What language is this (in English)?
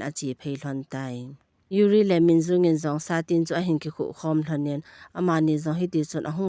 Thado Chin